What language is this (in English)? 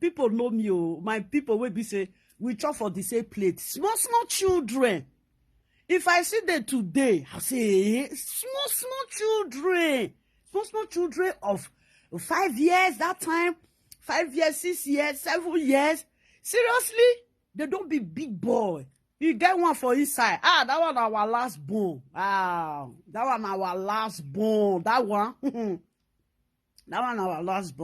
Nigerian Pidgin